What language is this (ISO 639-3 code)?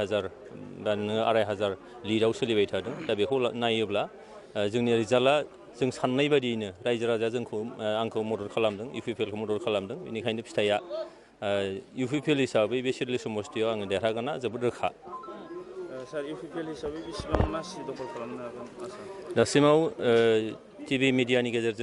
brx